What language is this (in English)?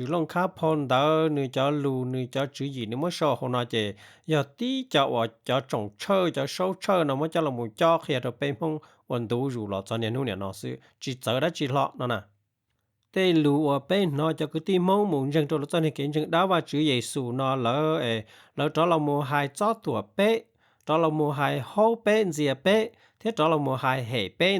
Hmong